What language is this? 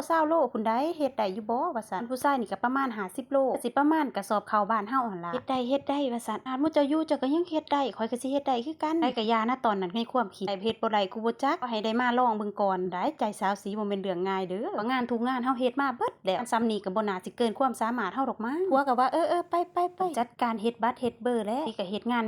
Lao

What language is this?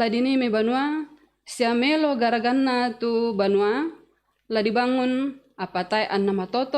Toraja-Sa'dan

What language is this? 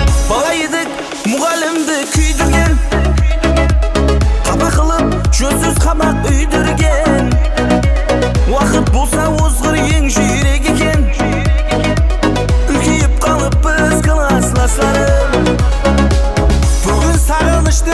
Kara-Kalpak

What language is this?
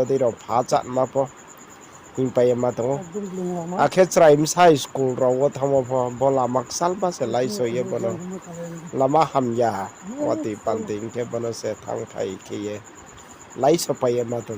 Riang (India)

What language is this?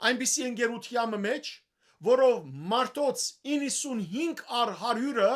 Western Armenian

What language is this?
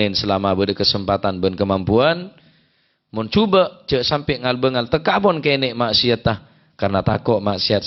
Madurese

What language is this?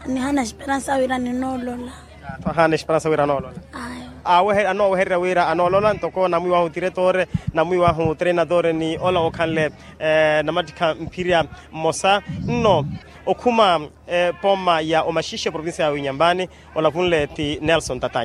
Makhuwa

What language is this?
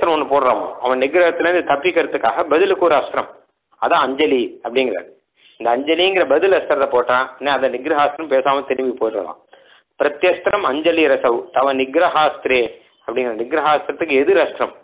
Tamil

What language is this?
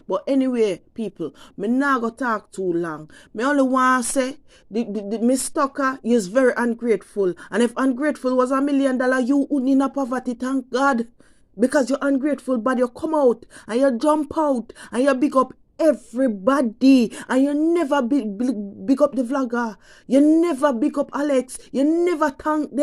Jamaican Creole English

